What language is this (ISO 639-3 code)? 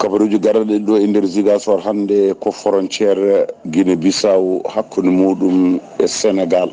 ful